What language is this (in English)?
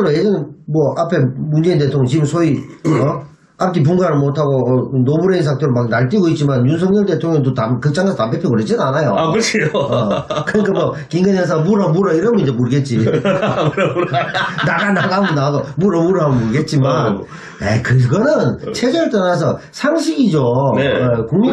Korean